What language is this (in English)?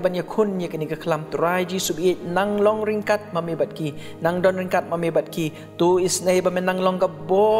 Khasi